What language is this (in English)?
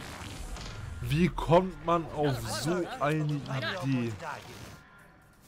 German